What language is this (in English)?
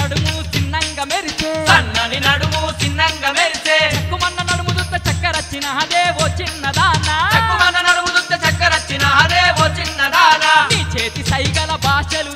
Telugu